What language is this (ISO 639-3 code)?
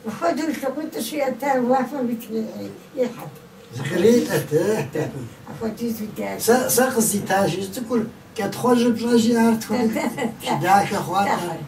kbd